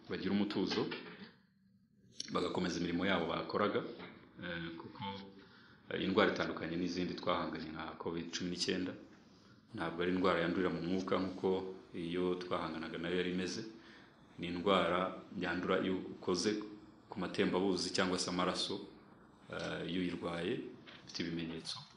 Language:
Kinyarwanda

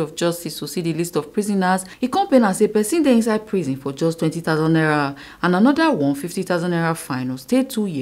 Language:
Nigerian Pidgin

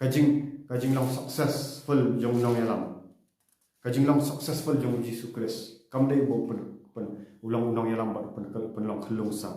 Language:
Khasi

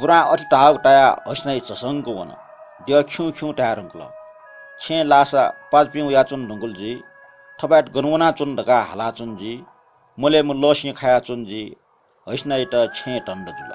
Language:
Newari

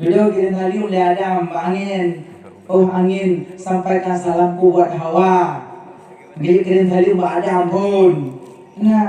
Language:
Achinese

